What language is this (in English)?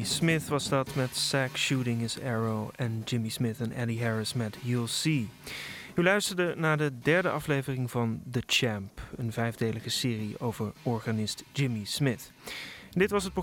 Dutch